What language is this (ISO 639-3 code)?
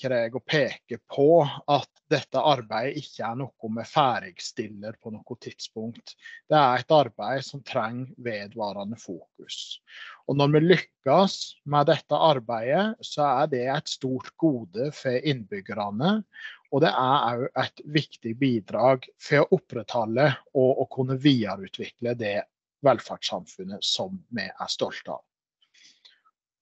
nor